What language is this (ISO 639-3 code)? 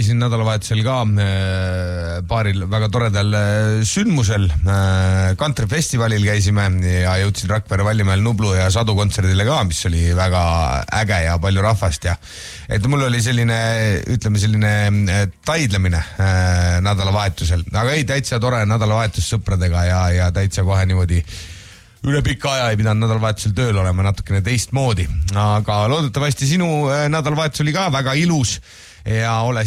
est